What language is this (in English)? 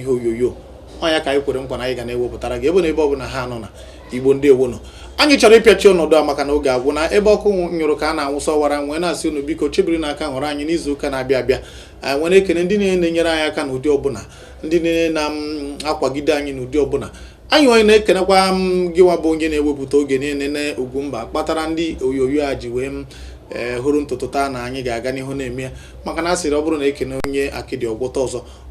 Igbo